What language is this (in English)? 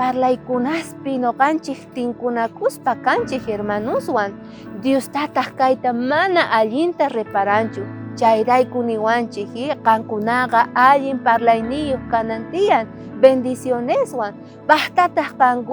South Bolivian Quechua